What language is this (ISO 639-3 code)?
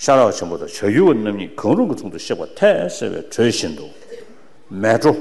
bod